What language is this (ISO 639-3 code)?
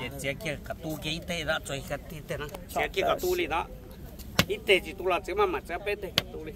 hmn